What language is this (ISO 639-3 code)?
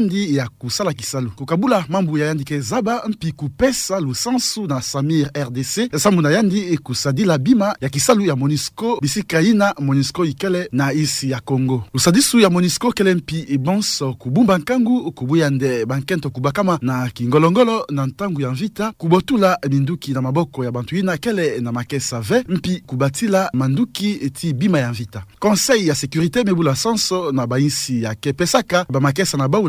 ktu